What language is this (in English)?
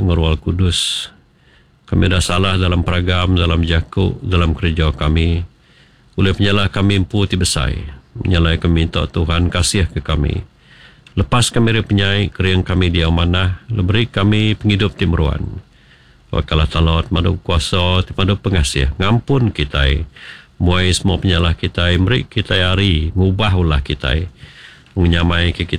Iban